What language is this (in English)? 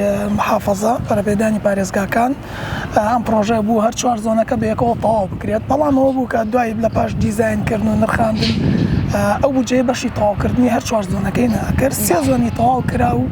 Central Kurdish